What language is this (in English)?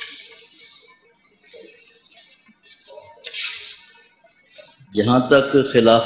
Urdu